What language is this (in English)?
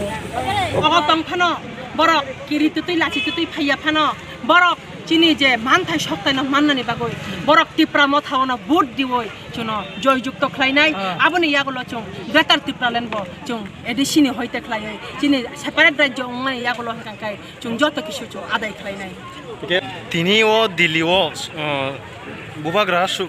Kok Borok